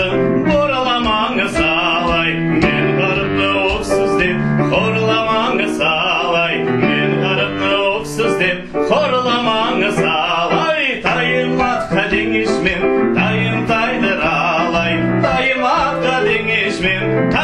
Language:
Crimean Tatar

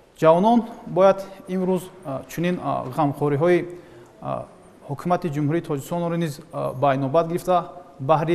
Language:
Tajik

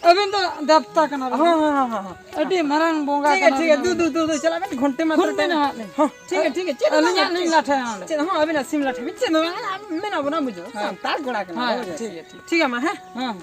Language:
Santali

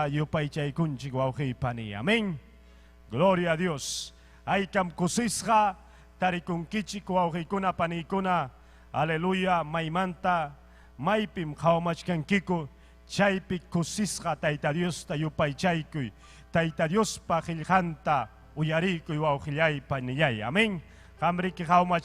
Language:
Ayacucho Quechua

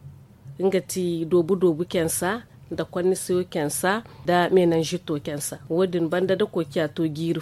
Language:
Zarma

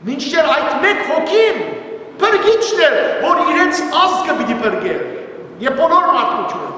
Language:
Western Armenian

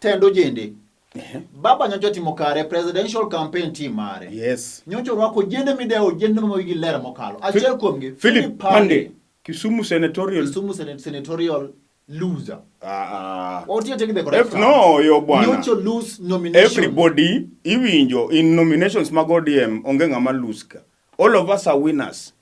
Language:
Luo (Kenya and Tanzania)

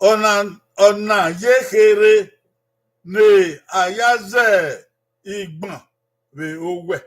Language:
Bini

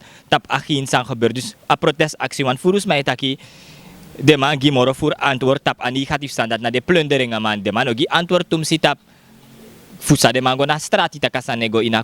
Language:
Sranan Tongo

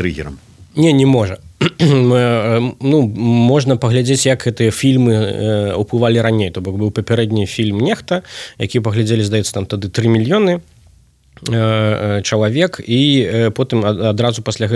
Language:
Belarusian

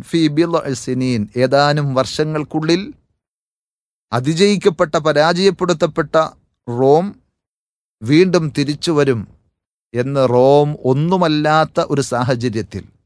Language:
Malayalam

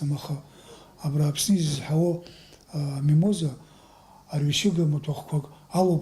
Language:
Abkhazian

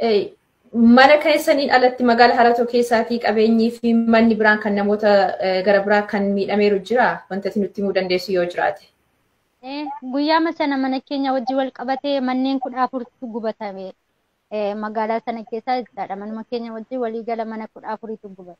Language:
Oromo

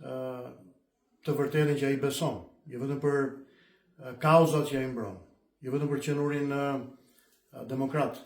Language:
Albanian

